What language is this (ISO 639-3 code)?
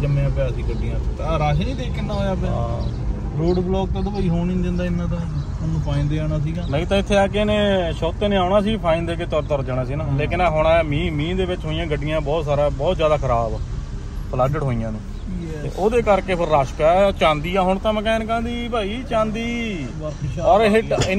pan